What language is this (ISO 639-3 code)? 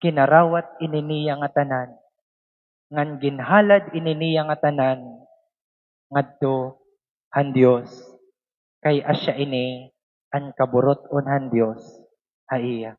war